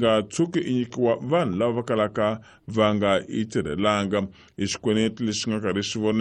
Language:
Tsonga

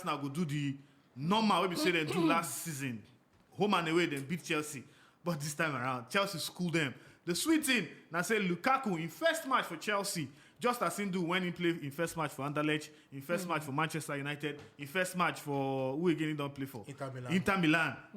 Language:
Nigerian Pidgin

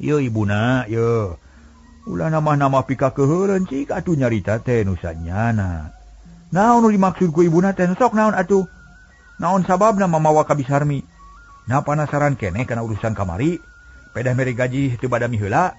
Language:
Sundanese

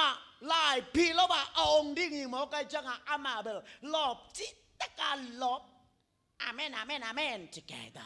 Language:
Tedim Chin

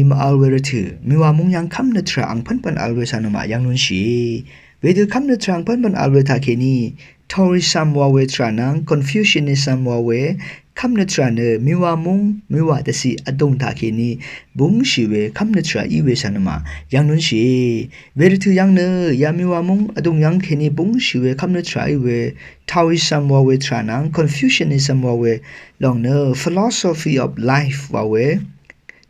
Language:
Rawang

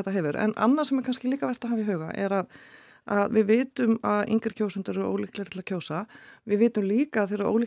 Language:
Icelandic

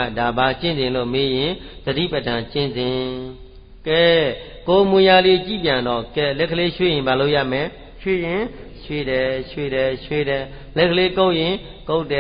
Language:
Burmese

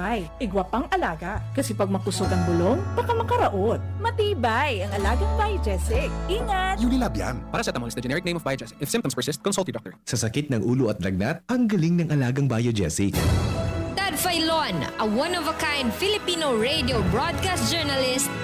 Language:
Bikol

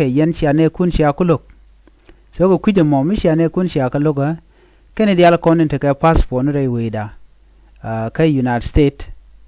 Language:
Nuer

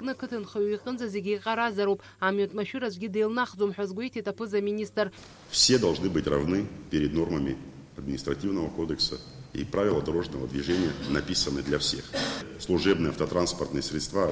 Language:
Abkhazian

